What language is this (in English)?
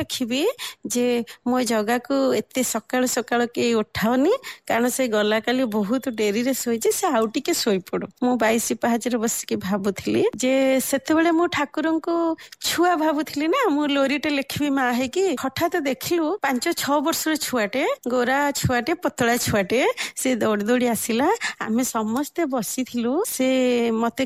Odia